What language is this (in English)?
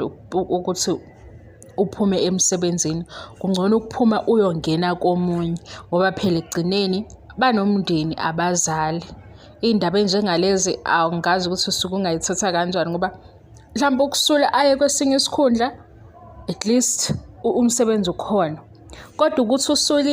Zulu